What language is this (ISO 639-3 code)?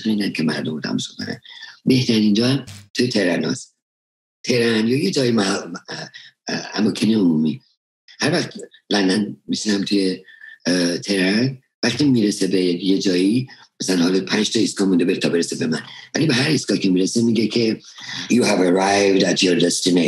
fas